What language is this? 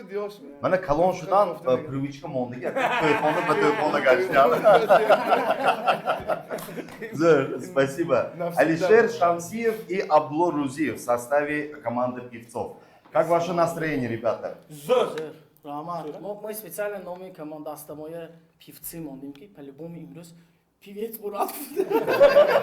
Tajik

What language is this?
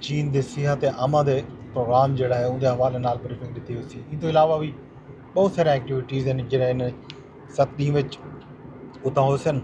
Saraiki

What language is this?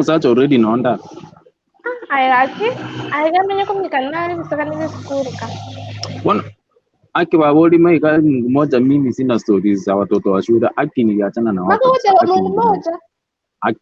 Gusii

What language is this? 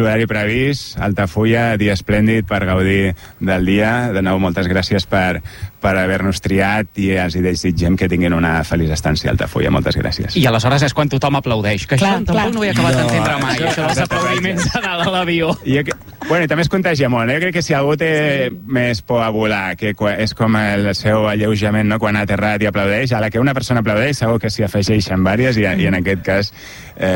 Catalan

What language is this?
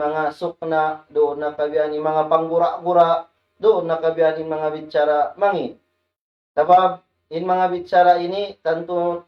Tausug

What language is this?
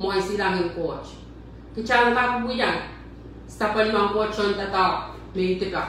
Pohnpeian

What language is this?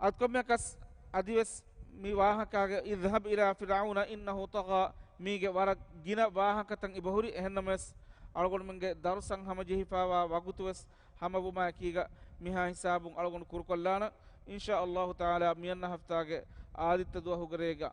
Divehi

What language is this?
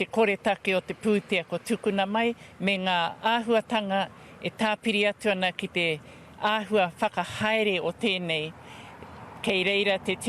Māori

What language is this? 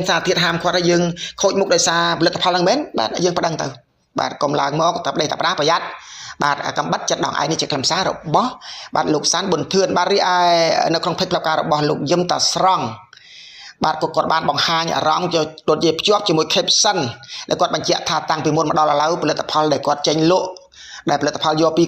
Khmer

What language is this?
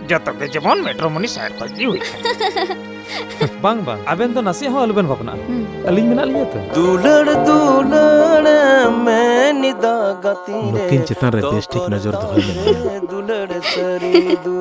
Santali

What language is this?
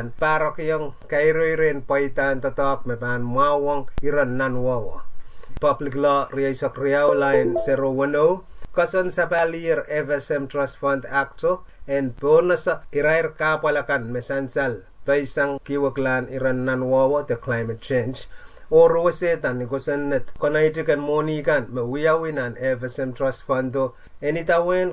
Pohnpeian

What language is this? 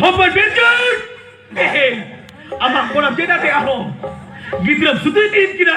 Santali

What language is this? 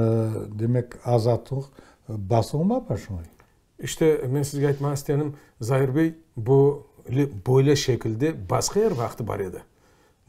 Crimean Tatar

